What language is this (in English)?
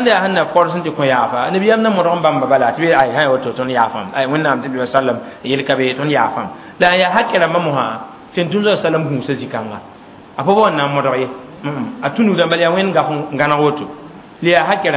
Mossi